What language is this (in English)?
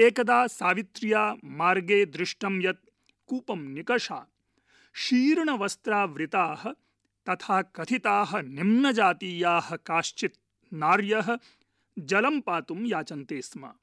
Sanskrit